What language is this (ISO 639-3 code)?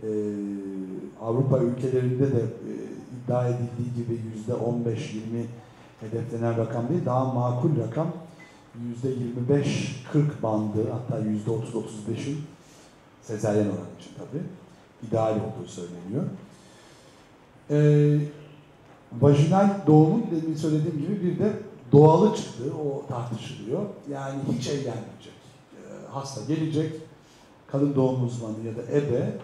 tur